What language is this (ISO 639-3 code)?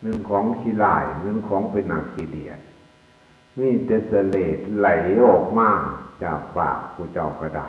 tts